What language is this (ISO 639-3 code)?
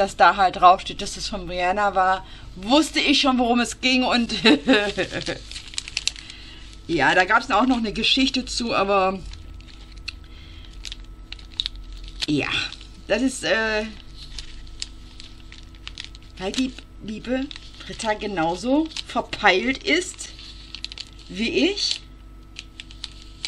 deu